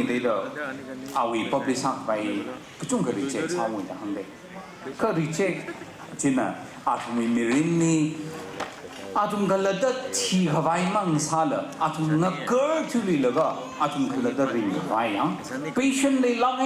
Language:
Tangkhul Naga (India)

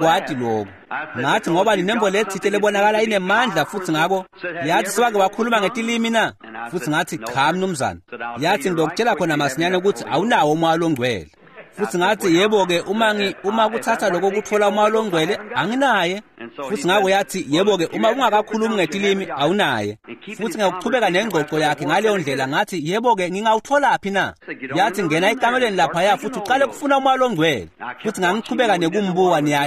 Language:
Swati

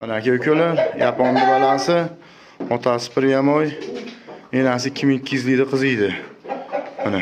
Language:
Uzbek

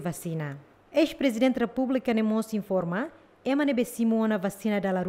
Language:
Tetum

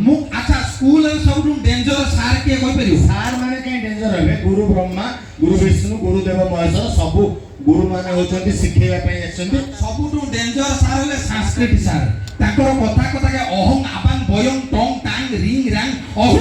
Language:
Odia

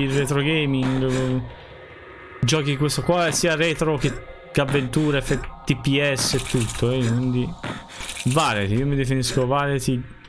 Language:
Italian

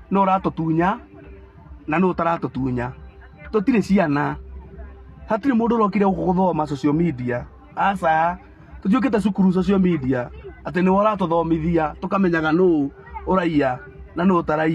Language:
Kikuyu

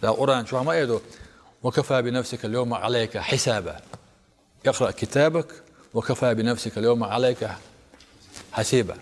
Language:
Chechen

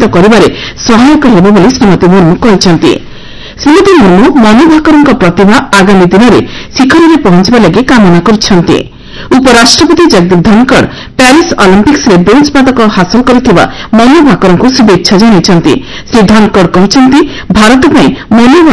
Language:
Odia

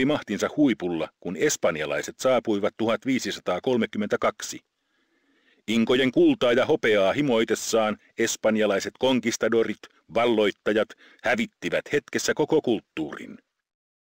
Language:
Finnish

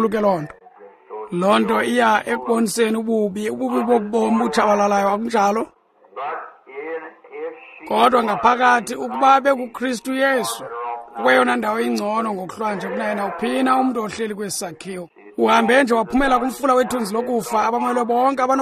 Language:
Xhosa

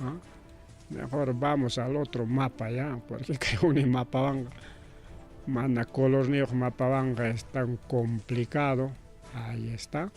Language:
Ayacucho Quechua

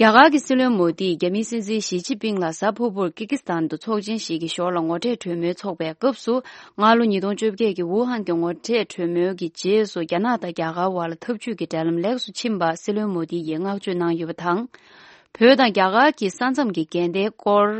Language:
Tibetan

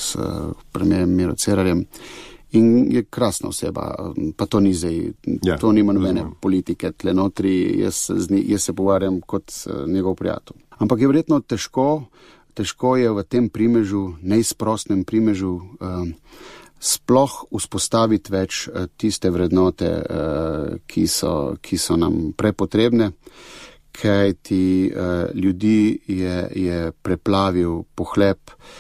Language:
Slovenian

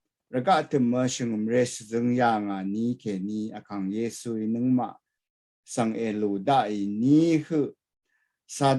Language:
Rawang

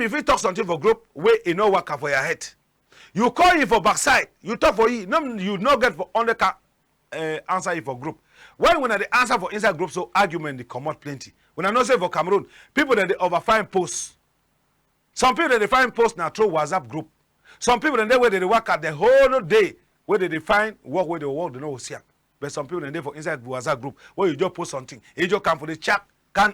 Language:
Cameroon Pidgin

